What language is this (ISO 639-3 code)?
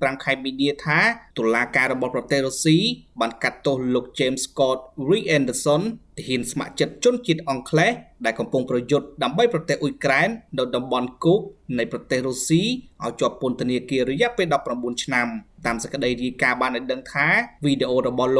khm